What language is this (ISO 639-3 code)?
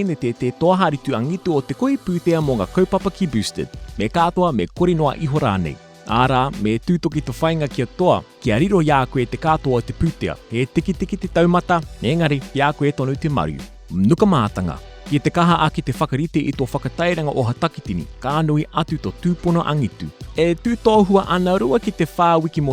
mri